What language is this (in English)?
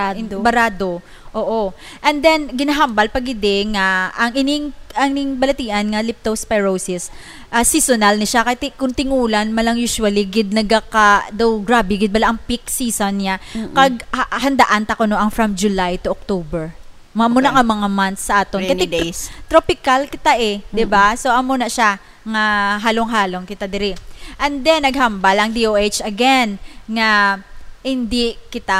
Hiligaynon